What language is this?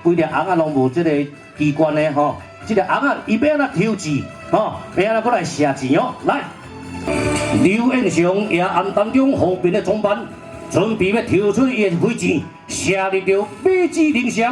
Min Nan Chinese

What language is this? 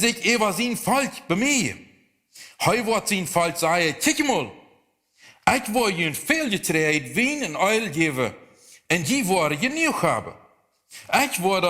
Plautdietsch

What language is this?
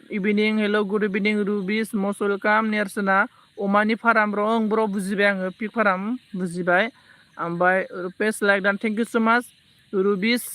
Bodo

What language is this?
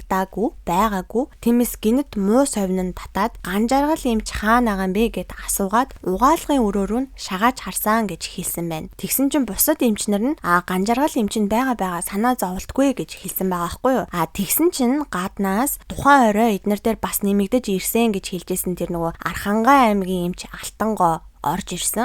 Mongolian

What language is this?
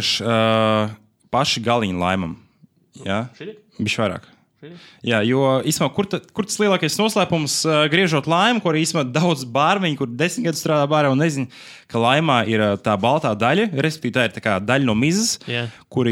Latvian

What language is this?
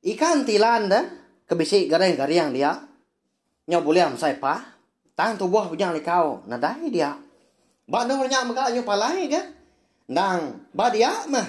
Iban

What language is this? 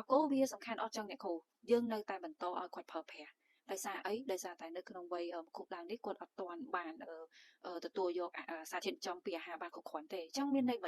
Khmer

